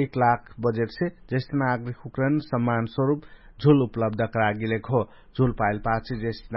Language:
Dangaura Tharu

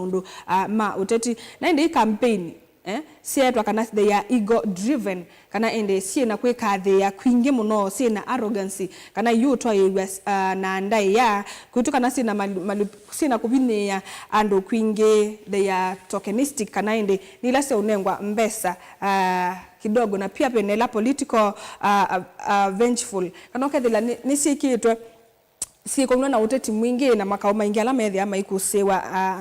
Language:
Kamba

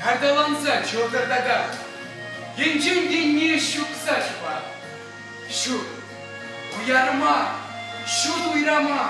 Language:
Chuvash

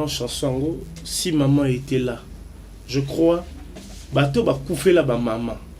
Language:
Lingala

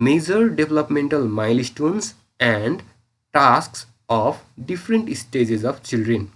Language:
Nepali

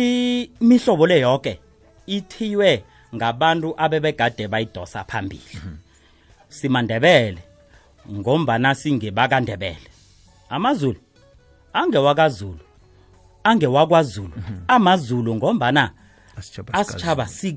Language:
South Ndebele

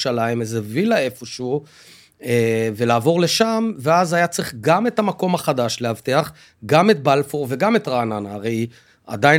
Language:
Hebrew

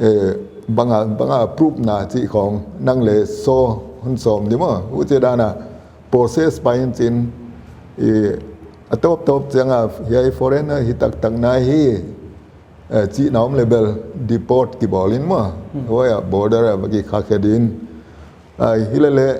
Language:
Paite Chin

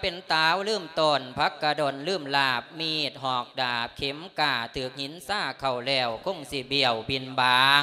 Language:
Lao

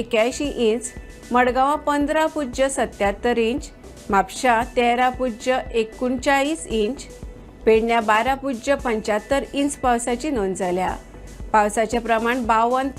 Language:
Konkani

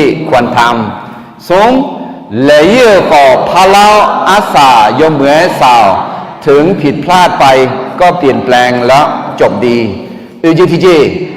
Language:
Akha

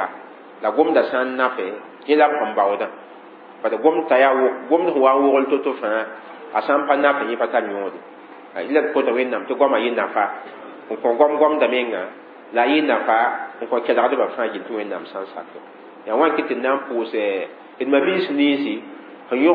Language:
Mossi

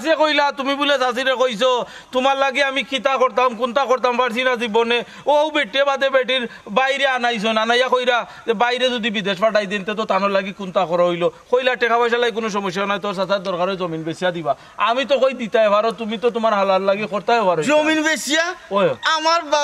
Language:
Sylheti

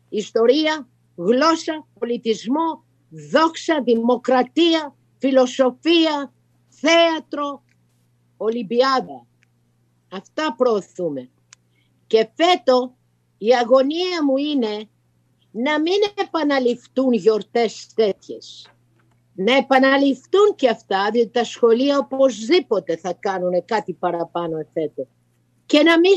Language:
Greek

